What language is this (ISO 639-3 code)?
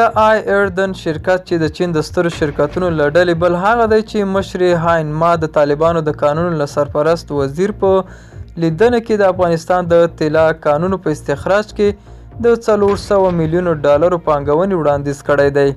pus